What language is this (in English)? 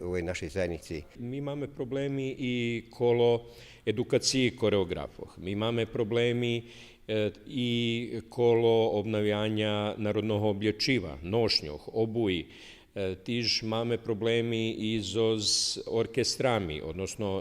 Rusyn